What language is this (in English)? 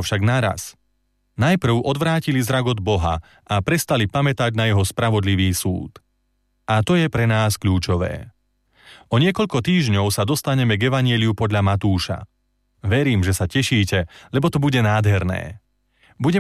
Slovak